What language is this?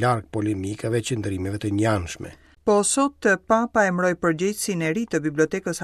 Albanian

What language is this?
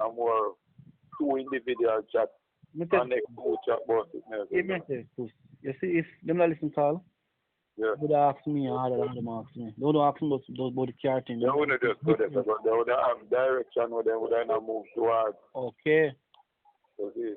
Jamaican Creole English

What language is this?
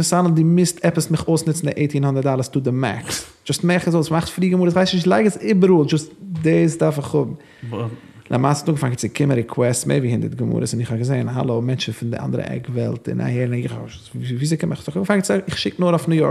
Yiddish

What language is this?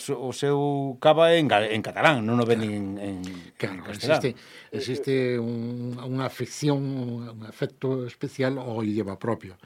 Galician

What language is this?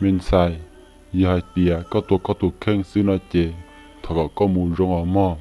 Hmong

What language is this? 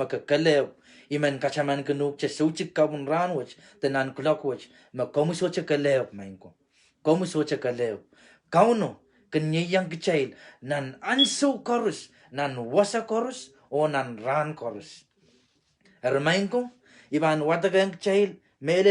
Pohnpeian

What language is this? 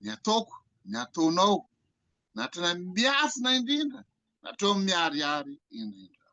Malagasy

